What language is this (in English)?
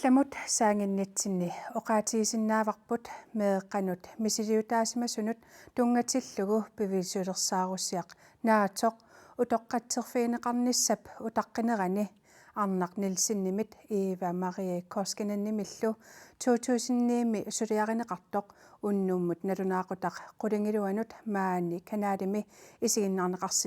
Kalaallisut